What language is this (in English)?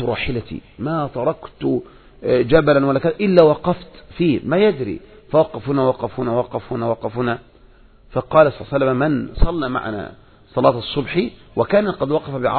Arabic